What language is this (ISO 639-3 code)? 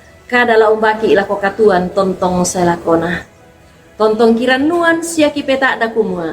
sda